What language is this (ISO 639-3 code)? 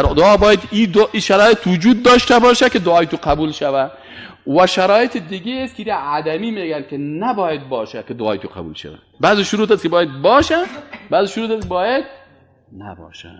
fas